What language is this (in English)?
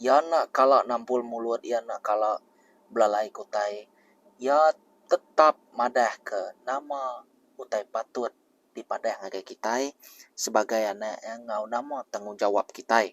Iban